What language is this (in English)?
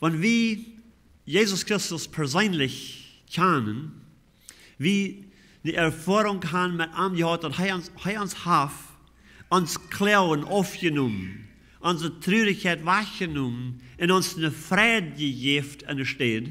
Plautdietsch